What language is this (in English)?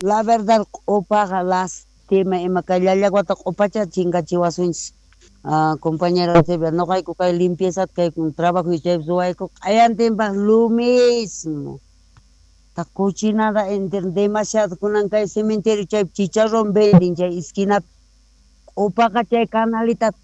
South Bolivian Quechua